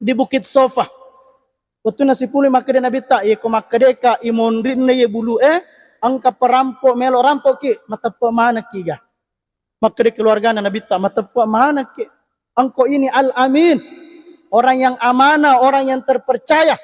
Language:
Buginese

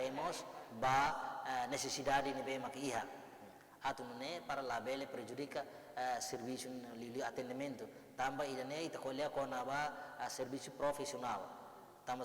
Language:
Tetum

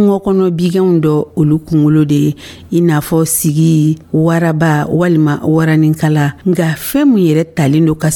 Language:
Dyula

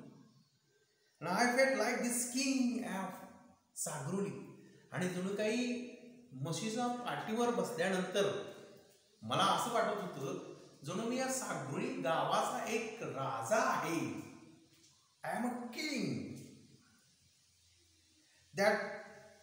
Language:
Marathi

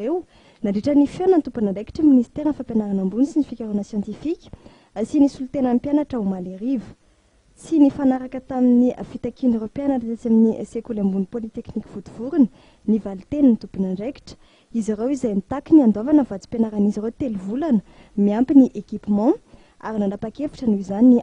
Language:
Malagasy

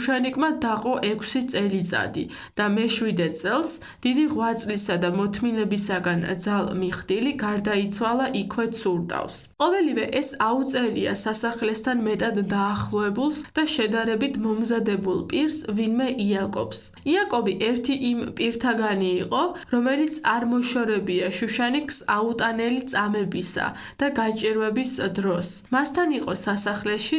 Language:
Georgian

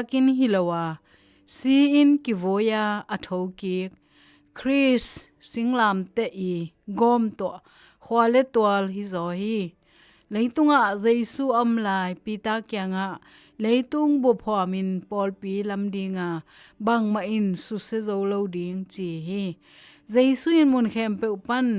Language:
Tedim Chin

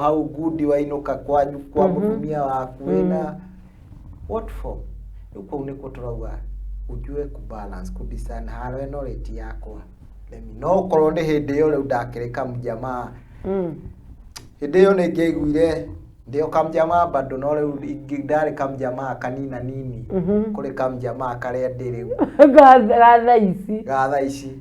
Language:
Kikuyu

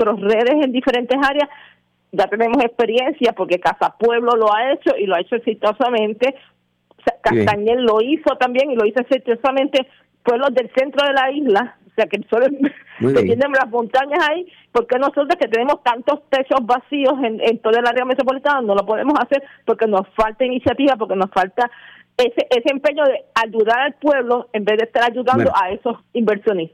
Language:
Spanish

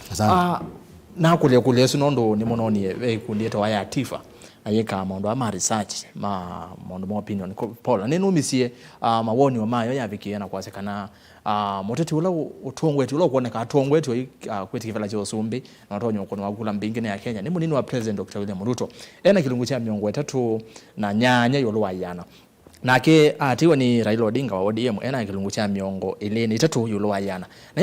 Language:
Kamba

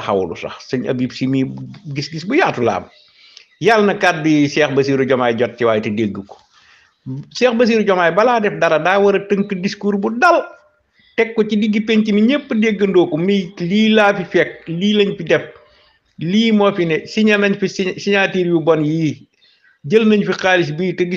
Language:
Wolof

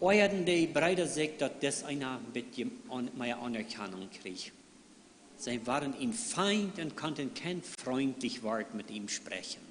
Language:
Plautdietsch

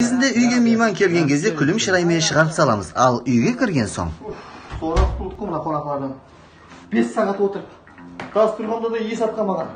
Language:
Kara-Kalpak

